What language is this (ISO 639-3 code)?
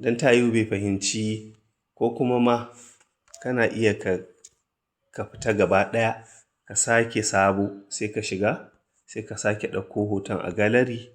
hau